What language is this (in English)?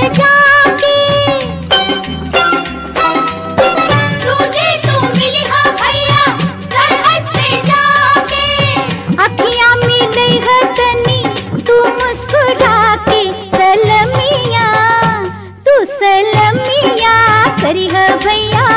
Bhojpuri